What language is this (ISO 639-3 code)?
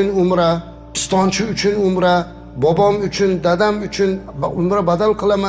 uzb